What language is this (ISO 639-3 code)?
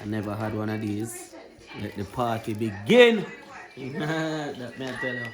jam